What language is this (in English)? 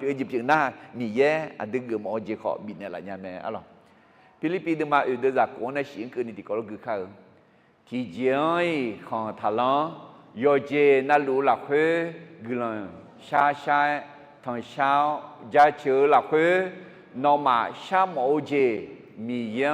Akha